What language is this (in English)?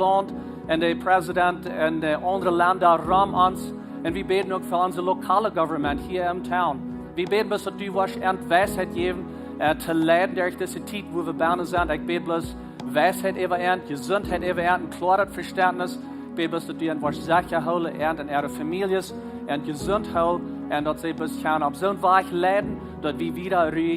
Plautdietsch